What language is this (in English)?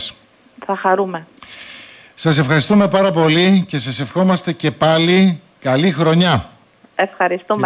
Greek